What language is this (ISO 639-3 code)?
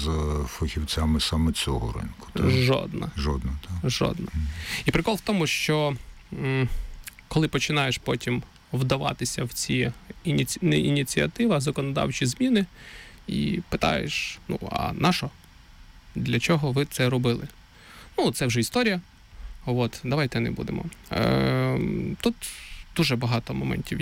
ukr